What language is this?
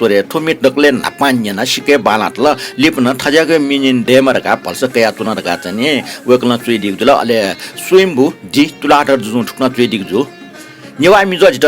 Newari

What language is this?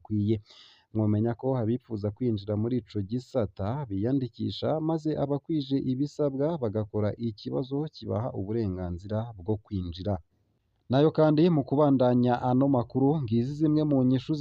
Rundi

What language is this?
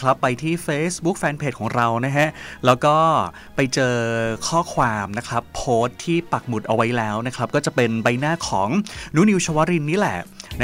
Thai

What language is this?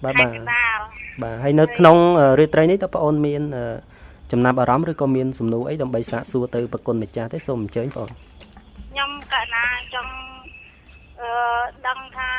Khmer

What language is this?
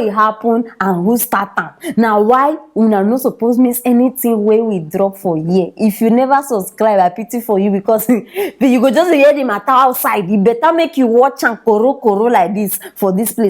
Nigerian Pidgin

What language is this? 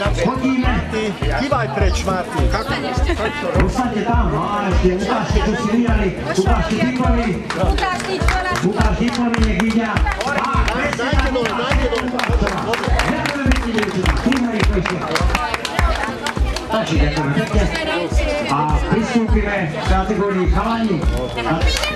Slovak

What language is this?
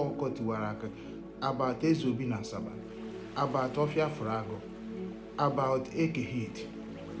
Igbo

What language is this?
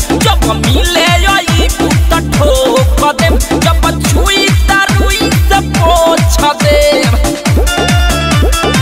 Bhojpuri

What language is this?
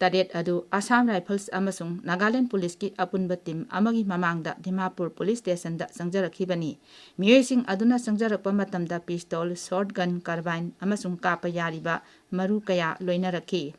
Manipuri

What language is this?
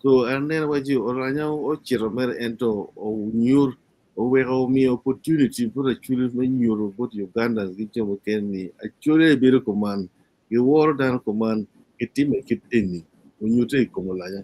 Acoli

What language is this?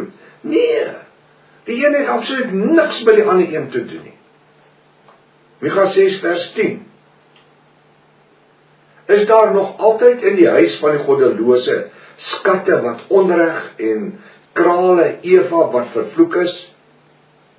Afrikaans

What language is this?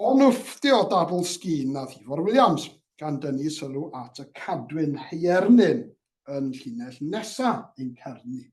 Welsh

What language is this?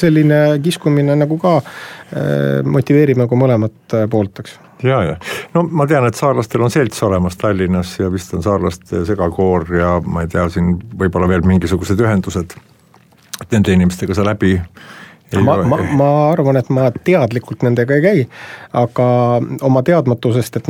Estonian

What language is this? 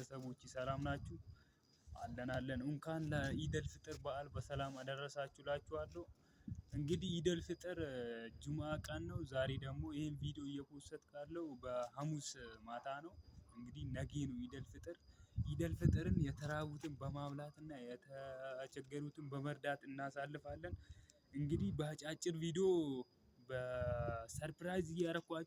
Amharic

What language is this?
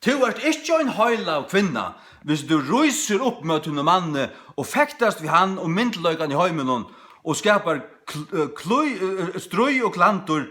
Faroese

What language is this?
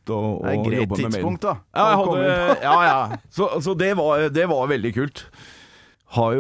Norwegian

